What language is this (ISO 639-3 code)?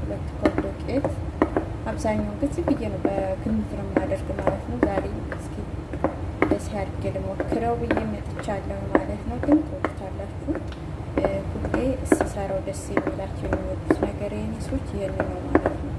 amh